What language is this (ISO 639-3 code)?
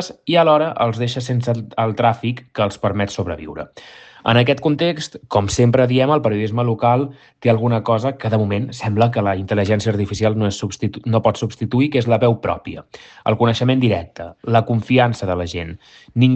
cat